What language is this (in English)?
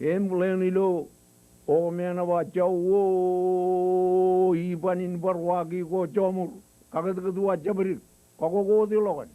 Marshallese